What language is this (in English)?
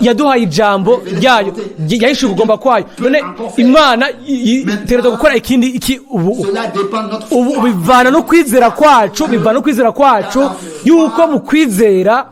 Rundi